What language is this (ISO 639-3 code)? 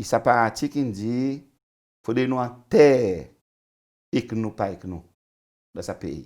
crs